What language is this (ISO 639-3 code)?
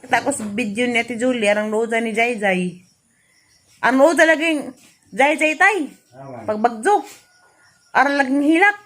ceb